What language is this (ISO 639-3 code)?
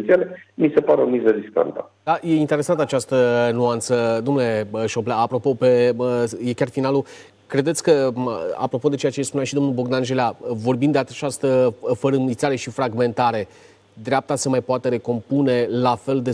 ron